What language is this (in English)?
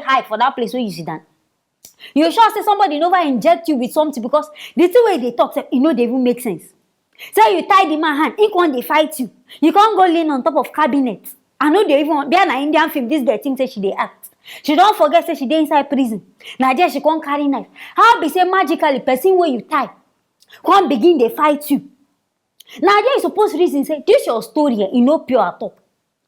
Nigerian Pidgin